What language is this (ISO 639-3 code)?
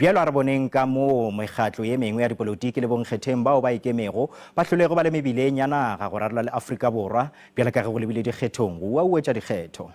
nso